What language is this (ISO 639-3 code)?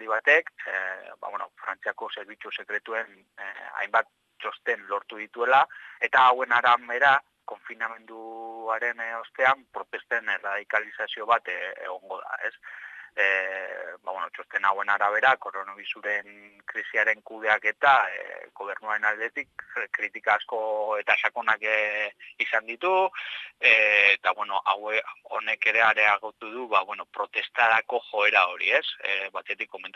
eus